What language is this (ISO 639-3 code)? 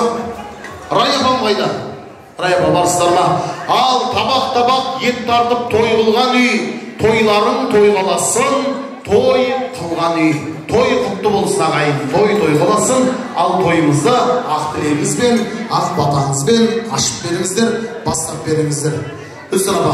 kaa